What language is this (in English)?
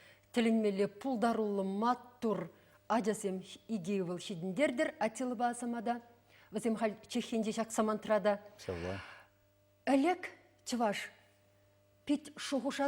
Chuvash